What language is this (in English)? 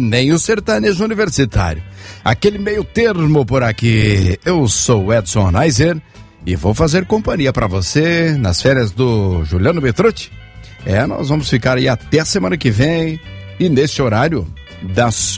Portuguese